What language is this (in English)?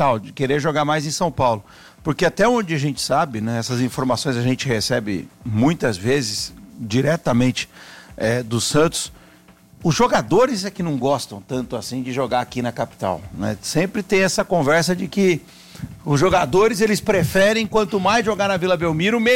Portuguese